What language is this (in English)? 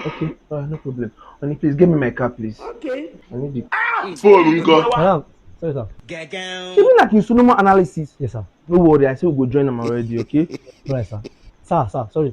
Nigerian Pidgin